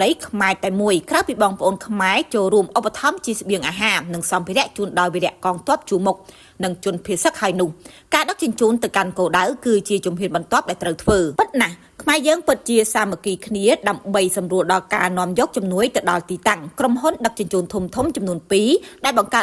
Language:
Khmer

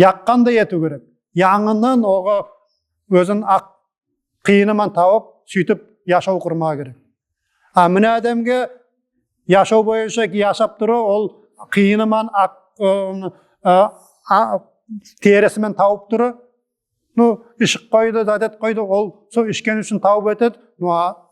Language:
Nogai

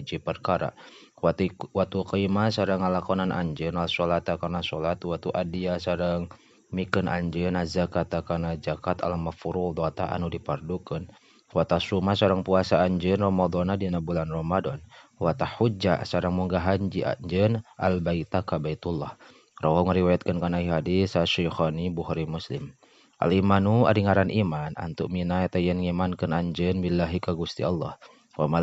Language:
Sundanese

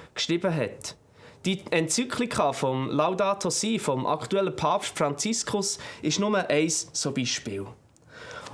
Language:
Swiss German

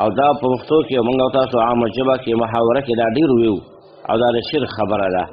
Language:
Pashto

